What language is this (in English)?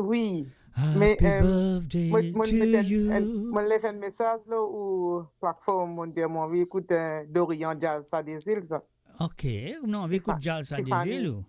Morisyen